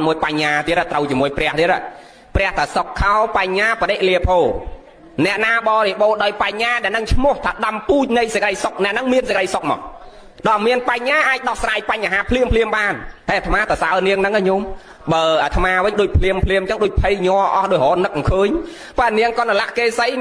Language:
Khmer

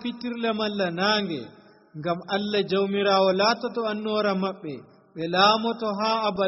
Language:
Nigerian Fulfulde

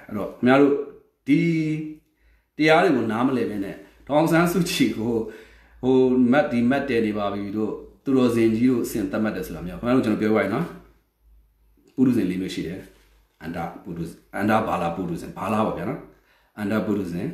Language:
Burmese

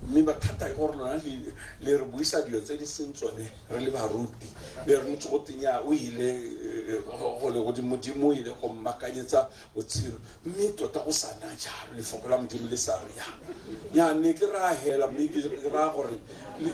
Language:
Tswana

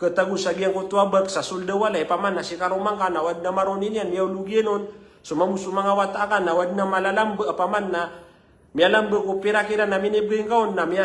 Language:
Maranao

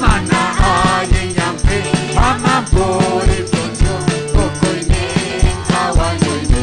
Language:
Ayacucho Quechua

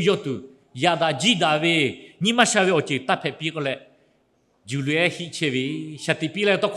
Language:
Lahu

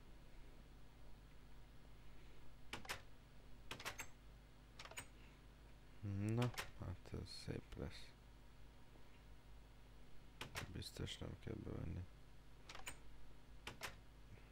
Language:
Hungarian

